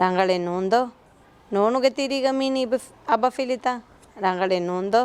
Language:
Divehi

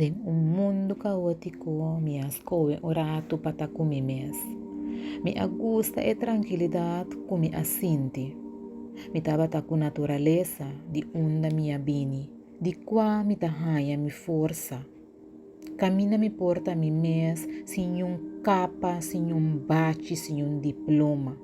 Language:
Papiamento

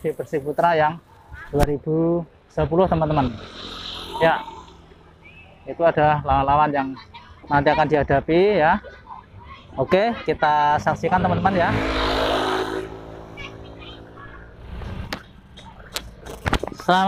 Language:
Indonesian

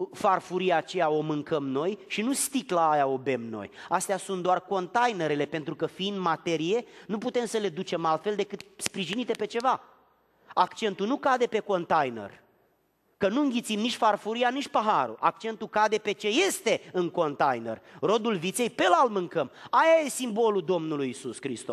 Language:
Romanian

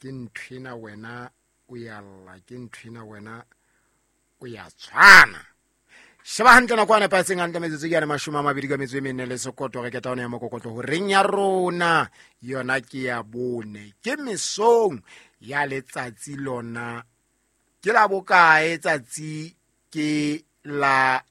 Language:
Southern Sotho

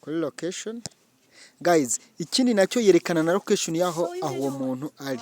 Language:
Kinyarwanda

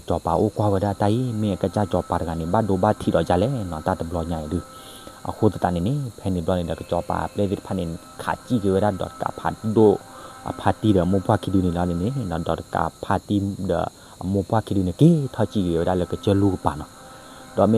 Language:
S'gaw Karen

